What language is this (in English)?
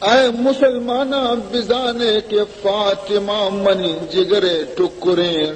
Baluchi